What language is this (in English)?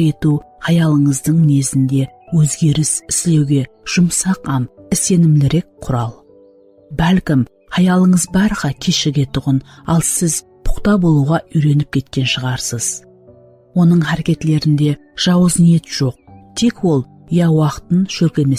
Kara-Kalpak